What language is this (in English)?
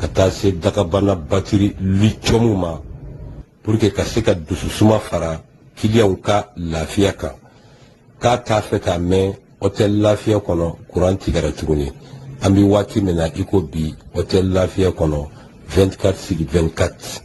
Bambara